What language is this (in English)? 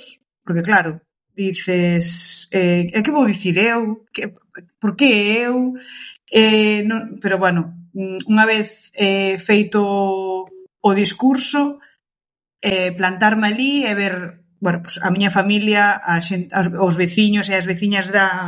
Galician